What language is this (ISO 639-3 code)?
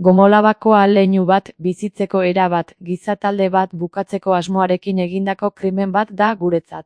eus